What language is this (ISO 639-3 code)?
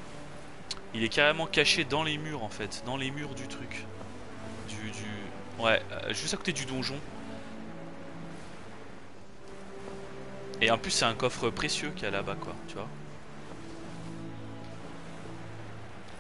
fra